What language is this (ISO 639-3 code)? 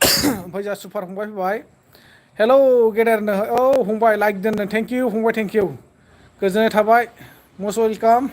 brx